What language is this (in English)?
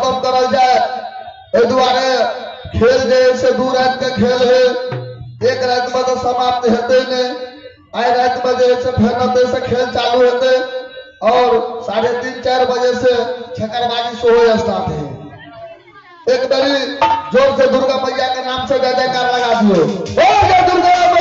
Maithili